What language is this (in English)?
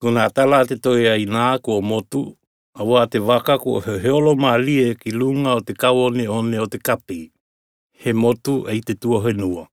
Tokelau